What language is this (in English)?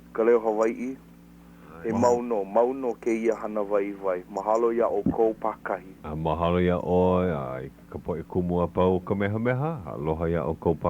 Hawaiian